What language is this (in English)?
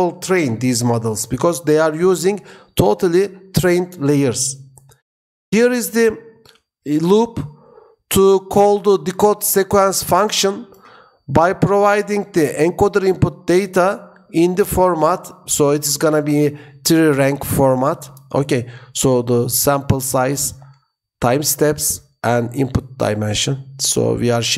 English